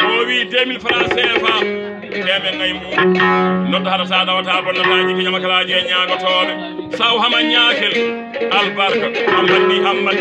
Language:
Fula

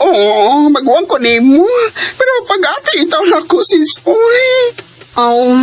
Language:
Cebuano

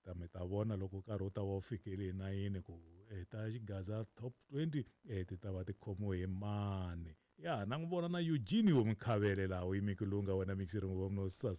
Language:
Tsonga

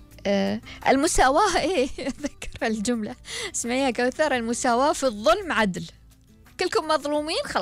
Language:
Gulf Arabic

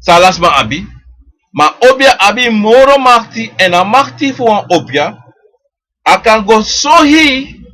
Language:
Sranan Tongo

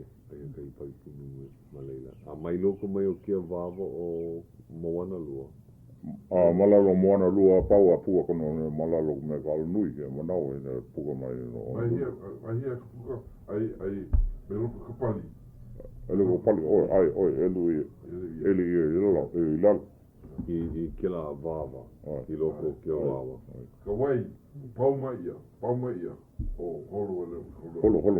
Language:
Hawaiian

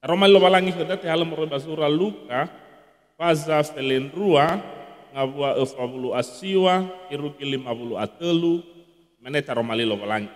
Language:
Nias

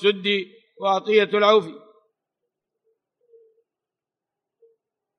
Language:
Arabic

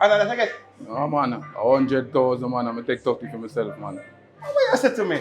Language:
Jamaican Creole English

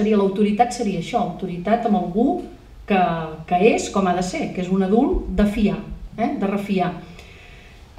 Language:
Catalan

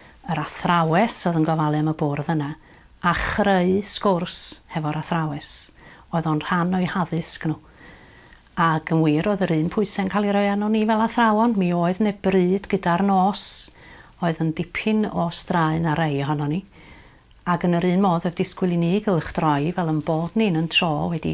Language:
Welsh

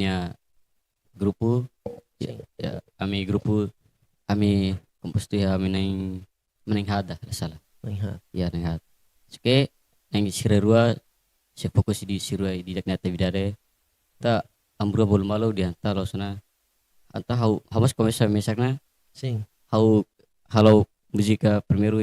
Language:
Tetum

